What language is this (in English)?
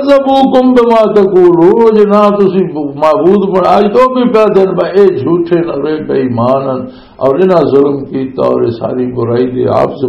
Western Panjabi